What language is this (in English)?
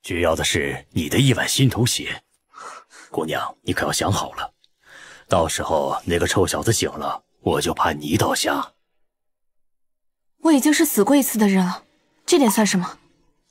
Chinese